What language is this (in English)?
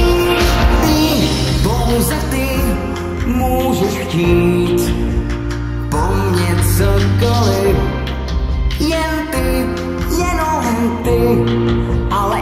Czech